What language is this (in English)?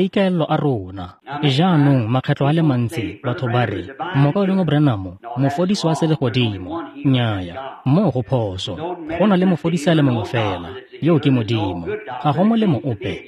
Tswana